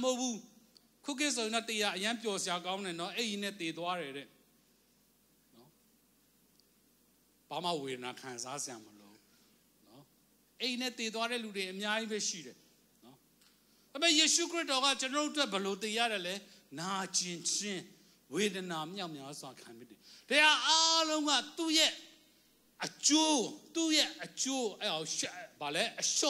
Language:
Burmese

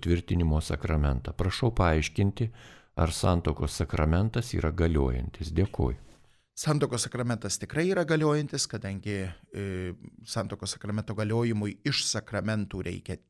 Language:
Lithuanian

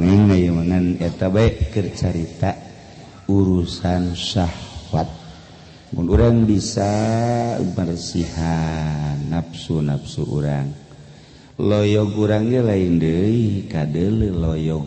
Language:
Sundanese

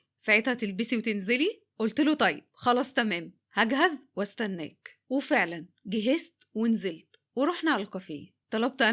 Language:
Egyptian Arabic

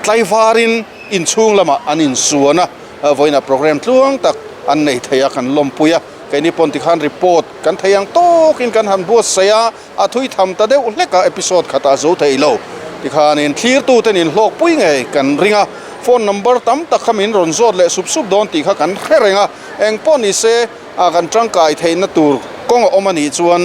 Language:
Mizo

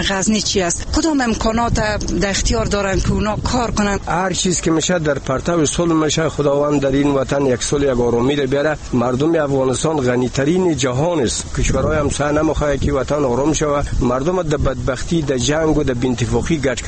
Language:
Persian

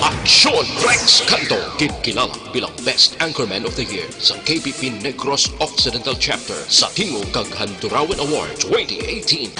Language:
Hiligaynon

